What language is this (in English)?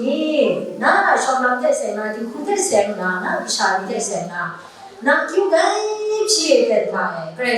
Kachin